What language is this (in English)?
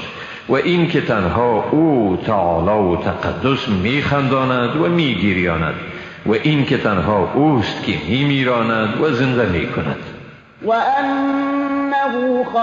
Persian